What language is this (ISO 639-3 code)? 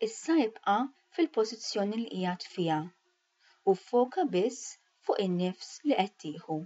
mlt